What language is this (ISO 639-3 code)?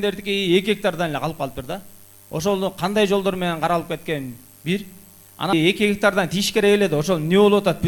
kir